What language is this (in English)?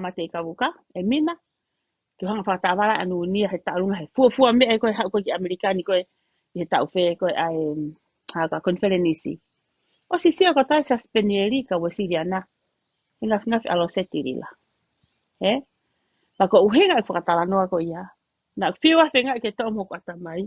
Tongan